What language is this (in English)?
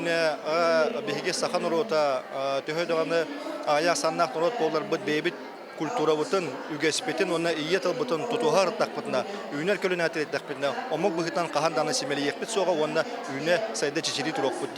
Yakut